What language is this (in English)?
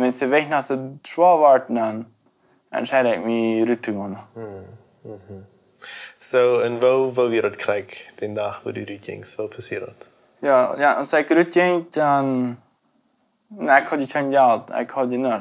Plautdietsch